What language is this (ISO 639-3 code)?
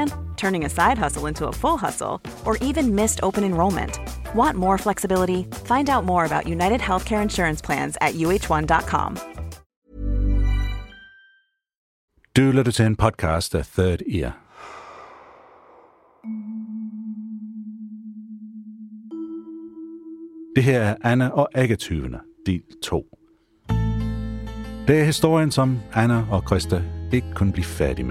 dan